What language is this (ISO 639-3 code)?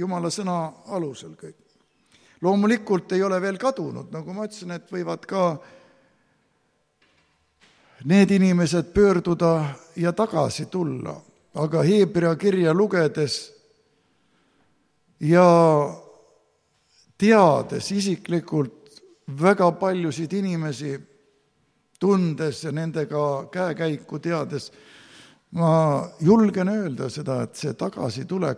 est